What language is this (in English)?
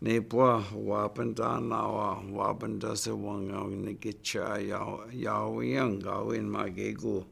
Chippewa